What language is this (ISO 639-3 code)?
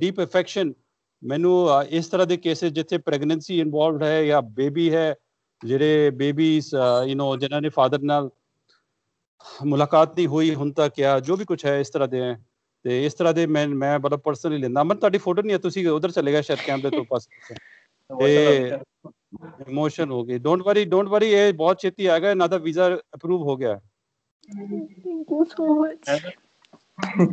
pan